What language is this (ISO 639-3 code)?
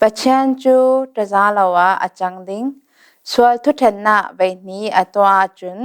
cfm